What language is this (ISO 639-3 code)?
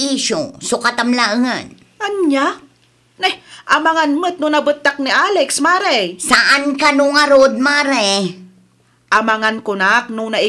ilo